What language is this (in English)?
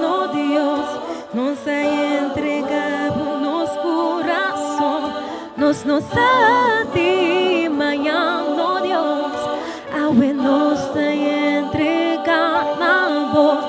Papiamento